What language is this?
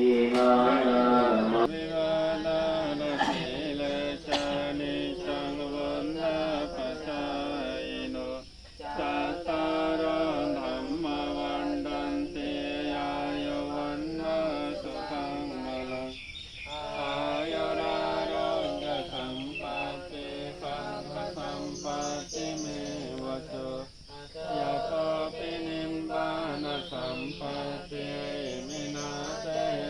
Pali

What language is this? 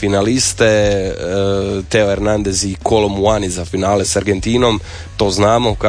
Croatian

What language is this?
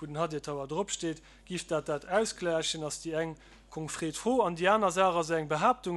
Luxembourgish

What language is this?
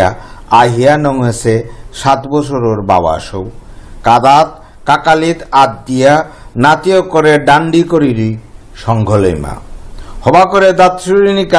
Bishnupriya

